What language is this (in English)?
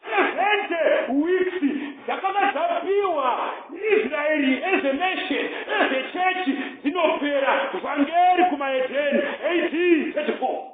Shona